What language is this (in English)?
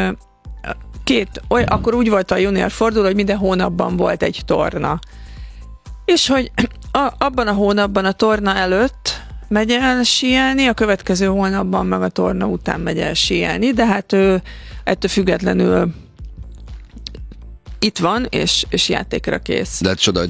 Hungarian